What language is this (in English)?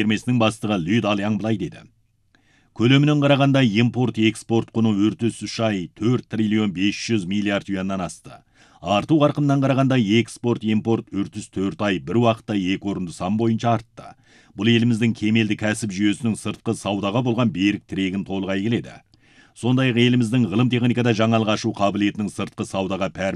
Kazakh